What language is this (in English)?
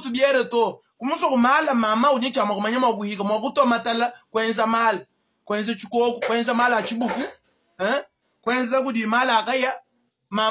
Luba-Lulua